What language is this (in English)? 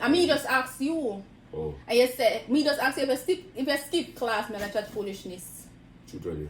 Jamaican Creole English